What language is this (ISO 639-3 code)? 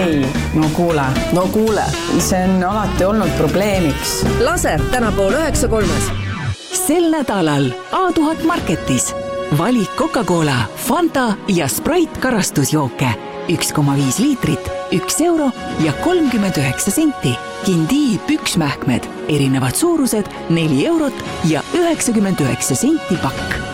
est